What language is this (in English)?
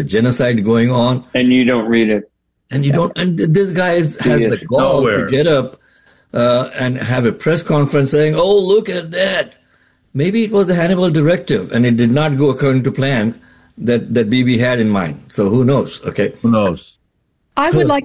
English